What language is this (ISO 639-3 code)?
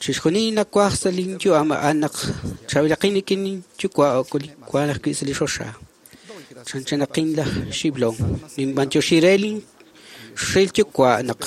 kek